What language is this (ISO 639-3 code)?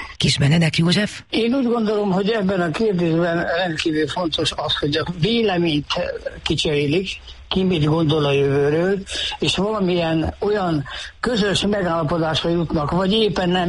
hun